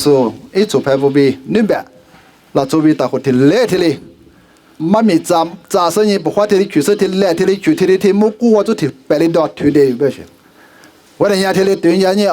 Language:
Lisu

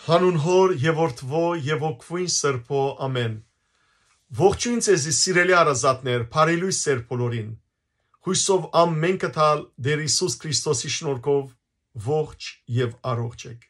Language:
Western Armenian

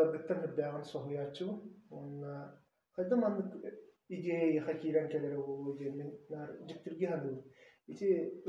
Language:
Yakut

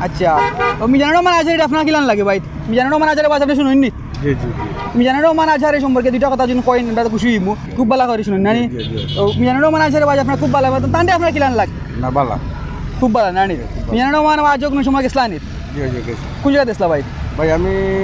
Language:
Sylheti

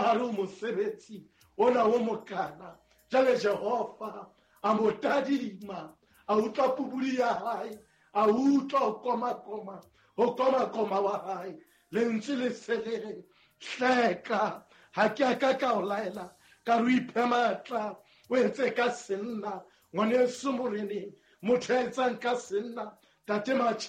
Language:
Southern Sotho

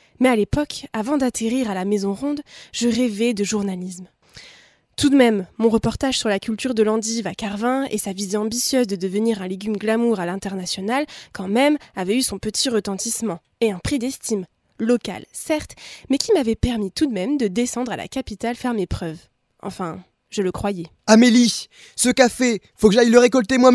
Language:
French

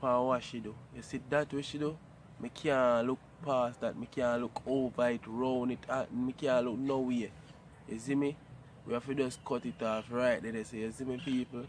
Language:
Jamaican Creole English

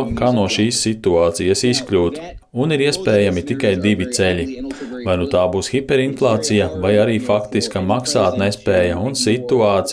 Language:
Latvian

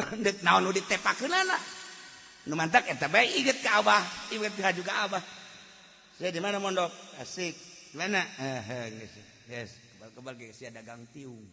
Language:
Sundanese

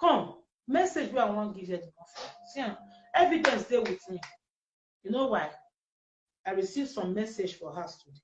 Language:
Nigerian Pidgin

